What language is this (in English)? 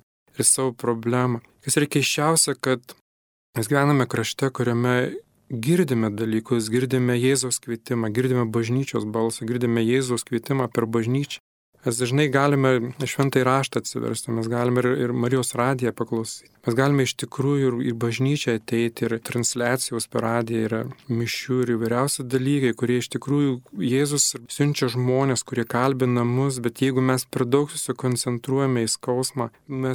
Lithuanian